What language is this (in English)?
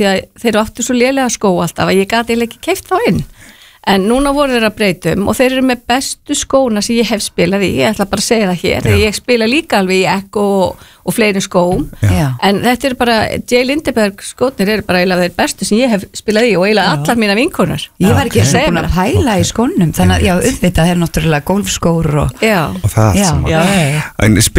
Icelandic